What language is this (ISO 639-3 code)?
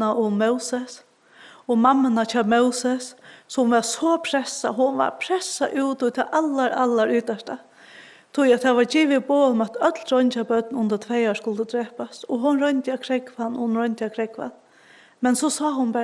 fao